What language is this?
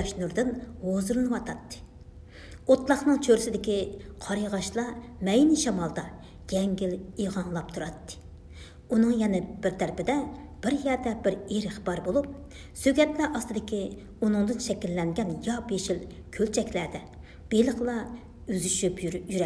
Uyghur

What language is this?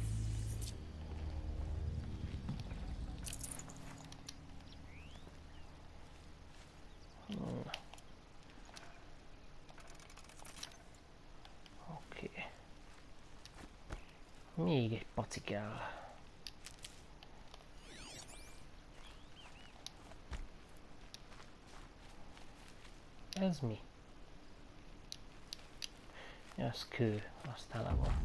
Hungarian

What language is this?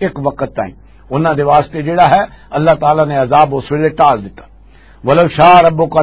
Western Panjabi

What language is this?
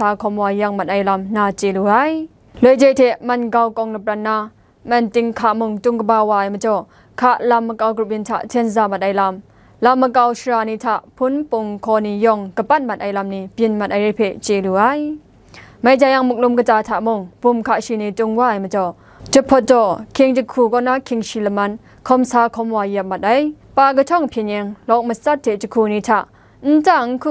Kachin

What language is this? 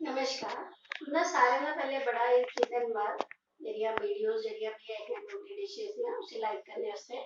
Dogri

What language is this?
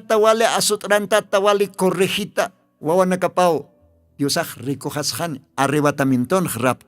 Aymara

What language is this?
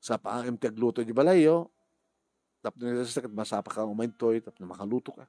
Iloko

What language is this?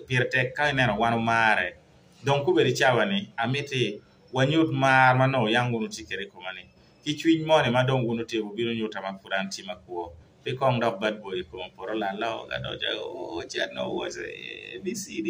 Acoli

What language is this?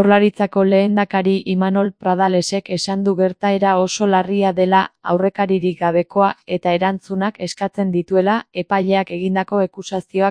Basque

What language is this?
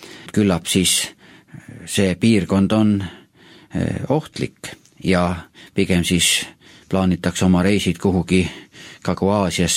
Estonian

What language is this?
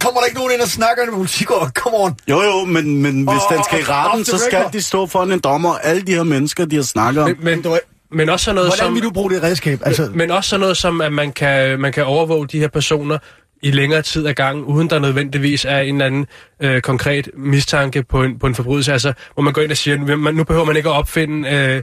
Danish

